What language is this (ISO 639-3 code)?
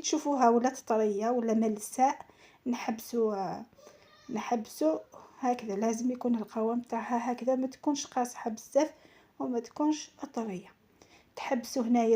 arq